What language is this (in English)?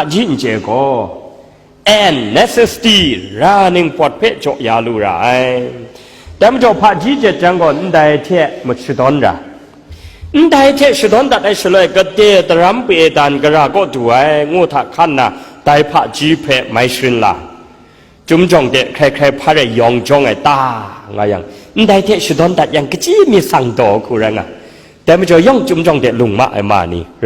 Kachin